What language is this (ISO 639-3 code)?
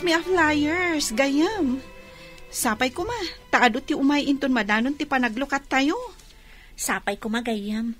ilo